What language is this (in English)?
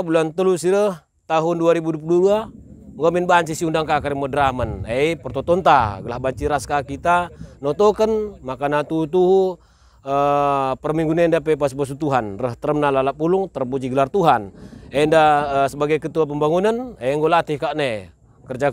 Batak Karo